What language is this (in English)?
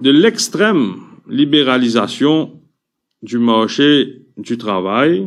Morisyen